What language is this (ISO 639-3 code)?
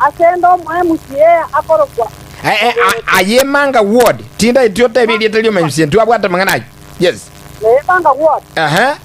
guz